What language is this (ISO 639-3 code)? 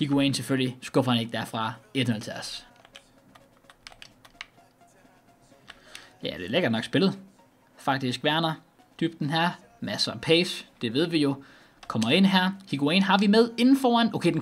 dan